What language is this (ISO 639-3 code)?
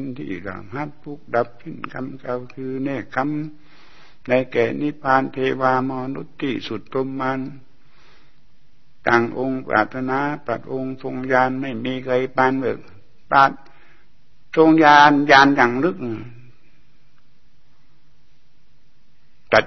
tha